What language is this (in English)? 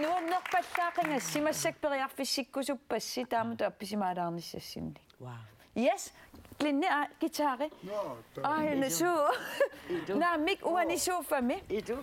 Kalaallisut